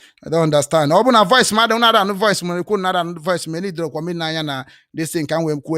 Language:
Igbo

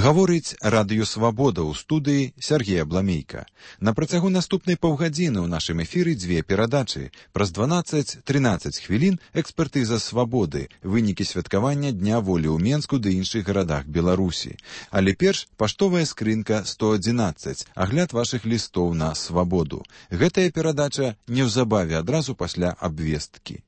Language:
Belarusian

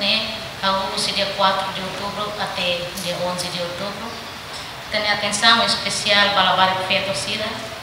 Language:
Tetum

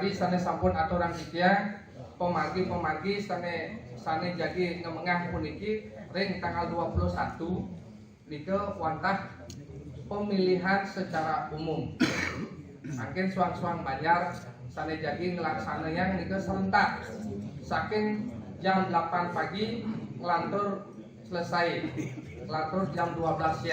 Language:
Balinese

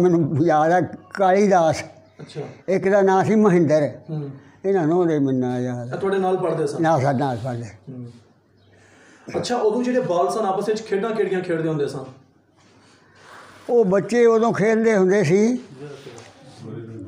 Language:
Punjabi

